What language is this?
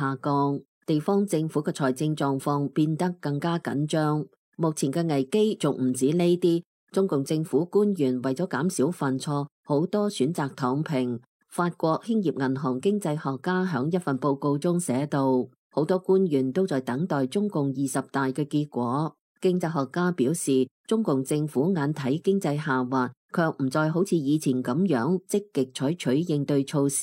Cantonese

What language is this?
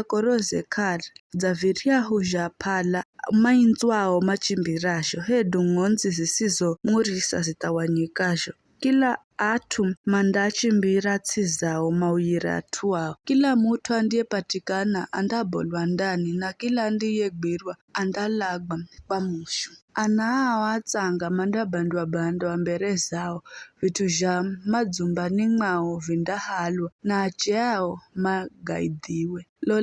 Giryama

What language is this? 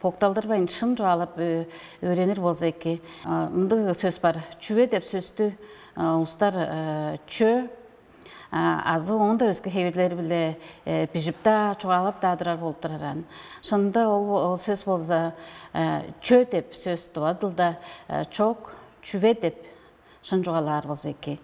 Tuvinian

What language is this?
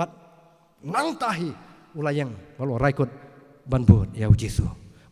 Khasi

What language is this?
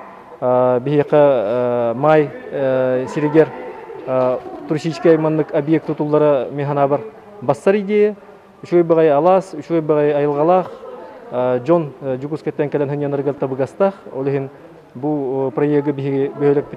Yakut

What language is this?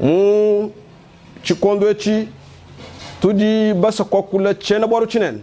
Luba-Lulua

